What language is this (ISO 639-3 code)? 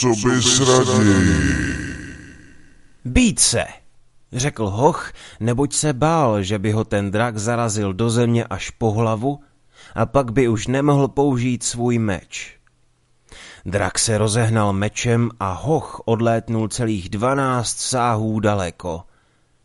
ces